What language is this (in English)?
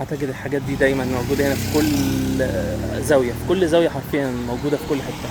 Egyptian Arabic